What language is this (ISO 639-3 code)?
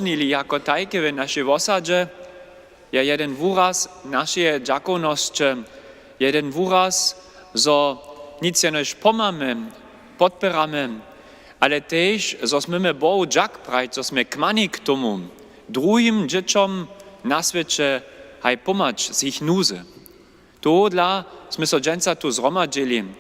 hsb